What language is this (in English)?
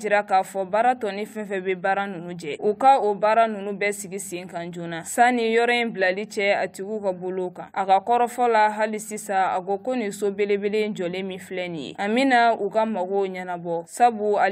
Bambara